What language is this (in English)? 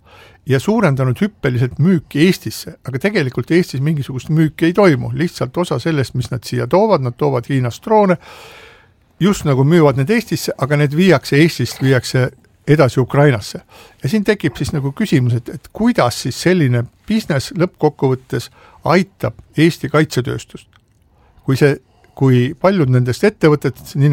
Estonian